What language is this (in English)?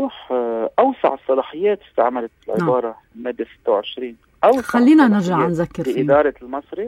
North Levantine Arabic